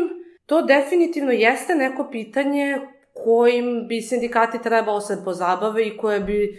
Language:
Serbian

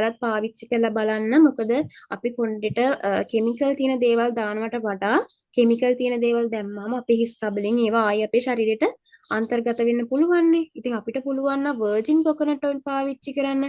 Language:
Sinhala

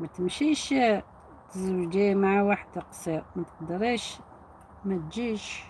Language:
Algerian Arabic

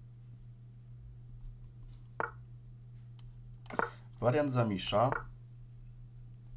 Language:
Polish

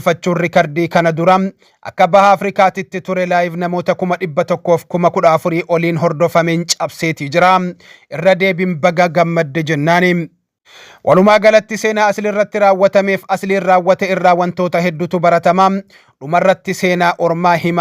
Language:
Oromo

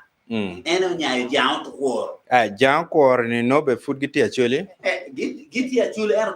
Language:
Acoli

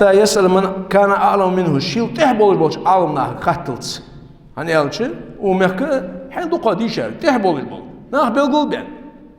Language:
Ingush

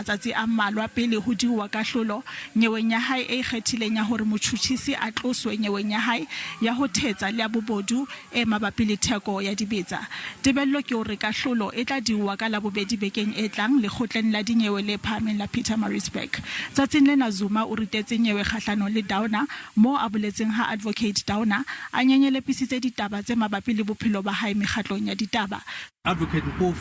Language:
Southern Sotho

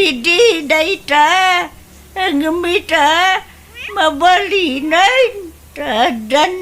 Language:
Iloko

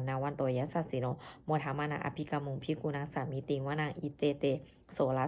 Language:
Pali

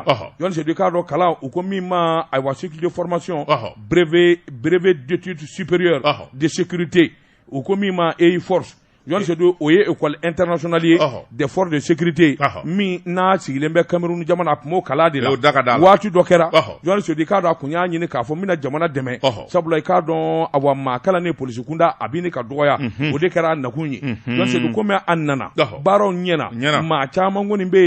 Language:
Bambara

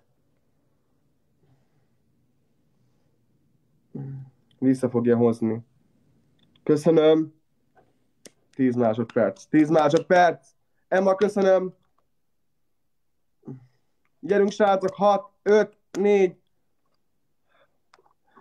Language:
Hungarian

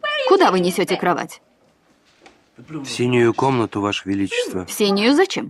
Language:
Russian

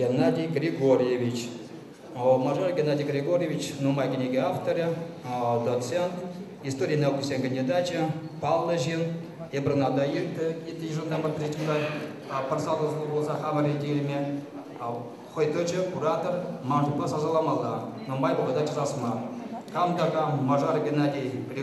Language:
Chuvash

